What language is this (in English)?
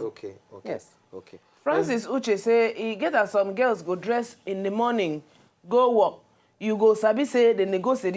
Nigerian Pidgin